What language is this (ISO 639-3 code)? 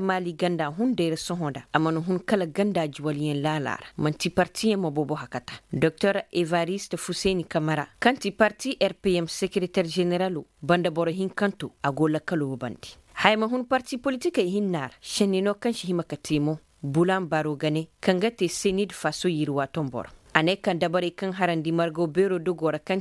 ses